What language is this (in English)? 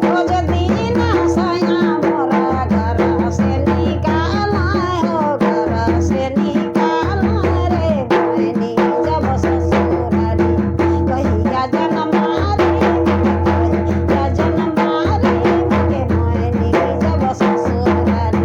Sadri